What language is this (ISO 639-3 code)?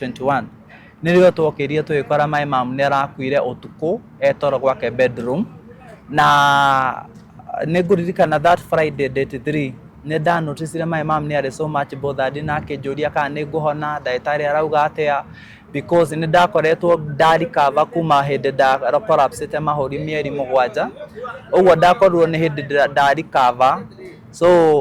kik